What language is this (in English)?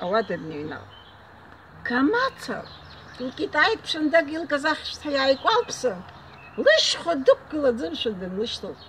Abkhazian